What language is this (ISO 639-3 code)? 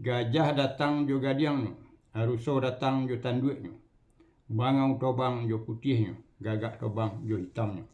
min